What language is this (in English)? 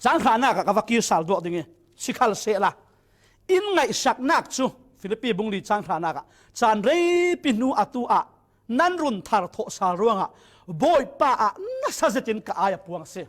Falam Chin